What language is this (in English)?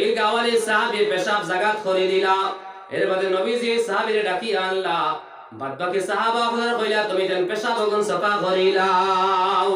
Sylheti